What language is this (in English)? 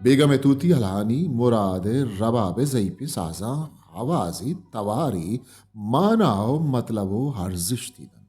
Baluchi